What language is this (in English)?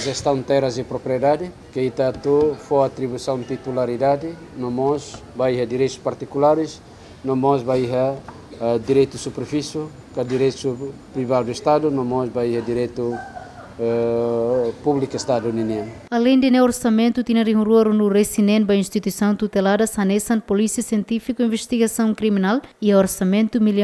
Tetum